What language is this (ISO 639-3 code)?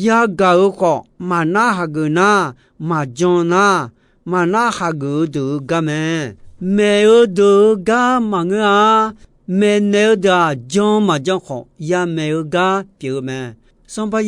ahk